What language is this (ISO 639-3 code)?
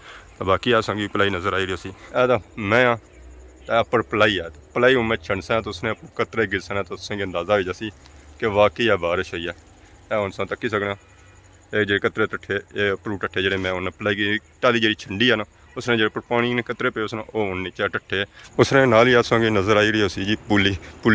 phr